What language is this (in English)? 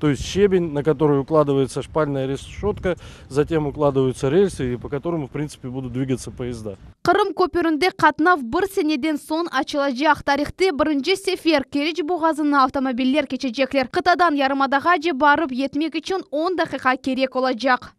Crimean Tatar